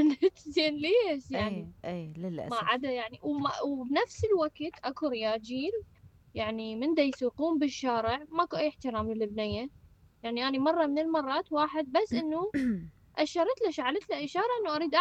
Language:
Mesopotamian Arabic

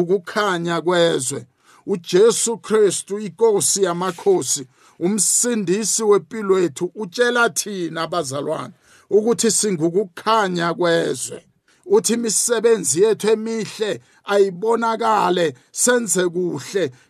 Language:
South Ndebele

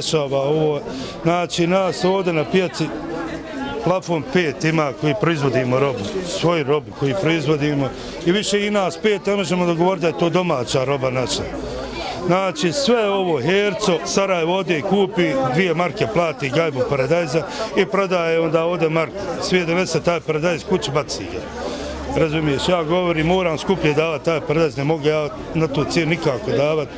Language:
Bosnian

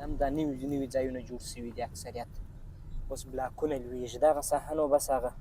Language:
Pashto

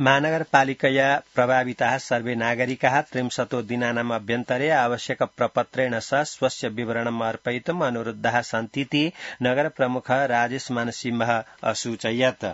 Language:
Sanskrit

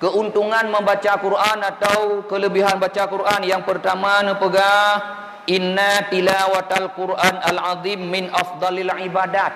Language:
Achinese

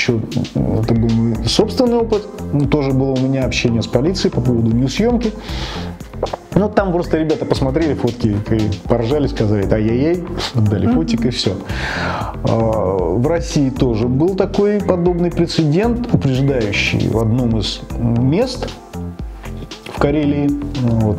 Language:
Russian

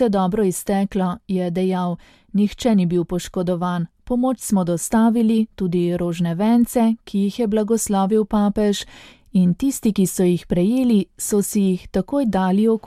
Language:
Slovenian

